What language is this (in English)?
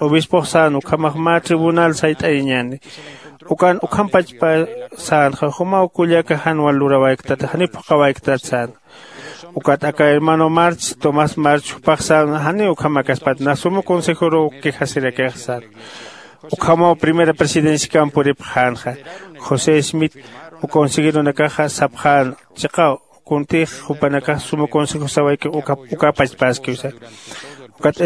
Aymara